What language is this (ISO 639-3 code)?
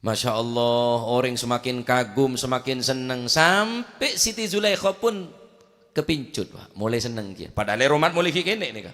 mad